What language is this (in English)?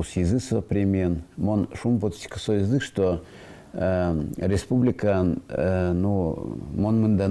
Udmurt